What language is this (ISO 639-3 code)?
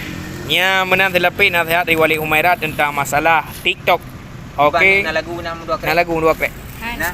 ace